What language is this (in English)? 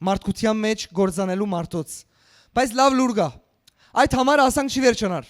Western Armenian